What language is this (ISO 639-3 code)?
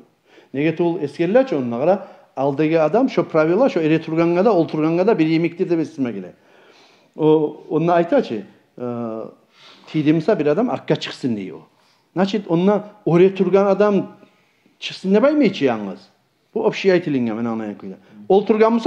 kum